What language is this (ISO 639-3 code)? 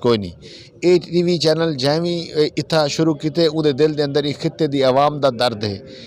lah